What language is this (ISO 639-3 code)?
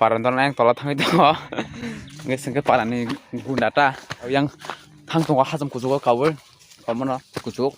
trp